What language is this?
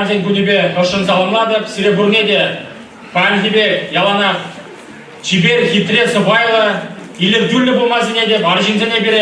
Chuvash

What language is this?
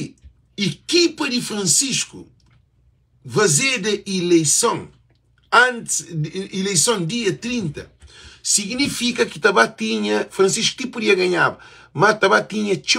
Kabuverdianu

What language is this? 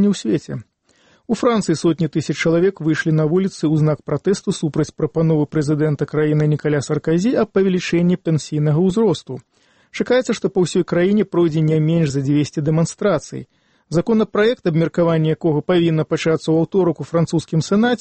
Belarusian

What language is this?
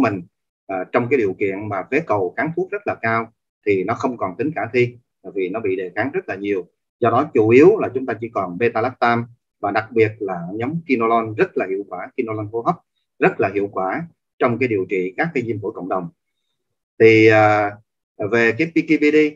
Vietnamese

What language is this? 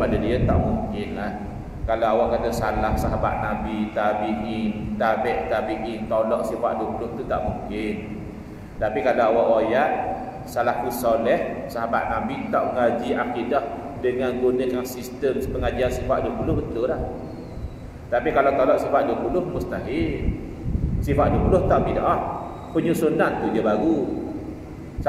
Malay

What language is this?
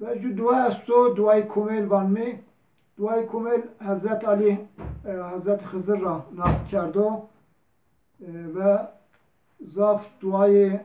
Zaza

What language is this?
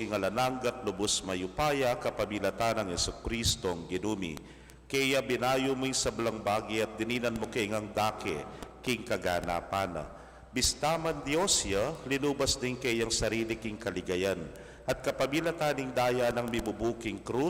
Pampanga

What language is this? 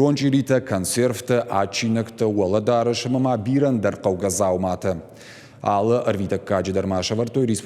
Ossetic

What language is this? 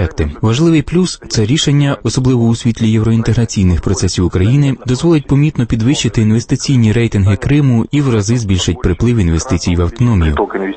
Ukrainian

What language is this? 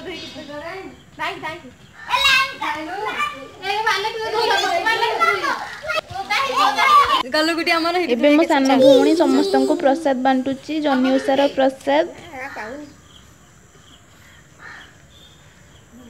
Odia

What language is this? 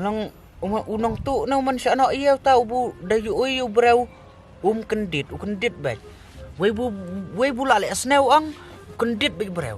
Khasi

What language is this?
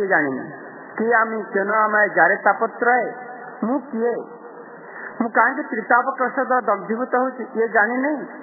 Odia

